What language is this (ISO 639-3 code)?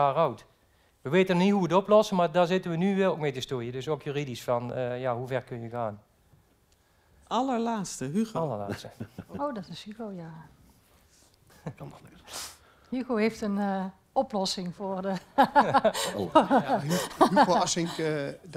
nld